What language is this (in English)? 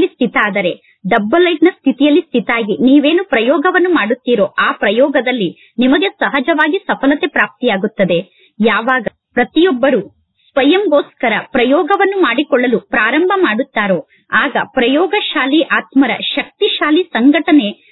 Kannada